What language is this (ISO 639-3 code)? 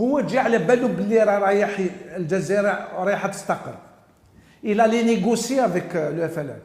arq